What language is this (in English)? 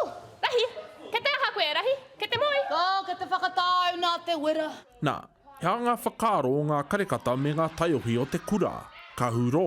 Māori